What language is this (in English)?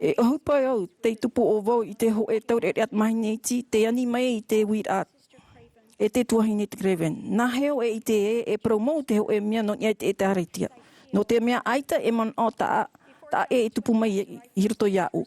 Tahitian